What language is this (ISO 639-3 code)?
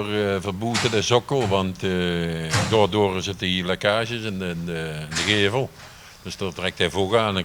lim